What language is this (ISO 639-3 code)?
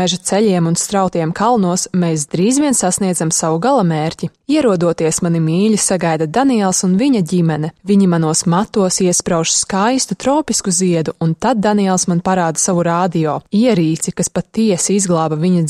lav